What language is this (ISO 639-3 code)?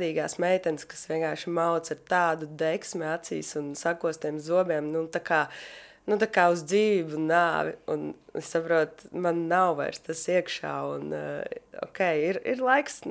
lav